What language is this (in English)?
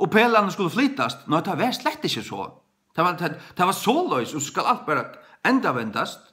Faroese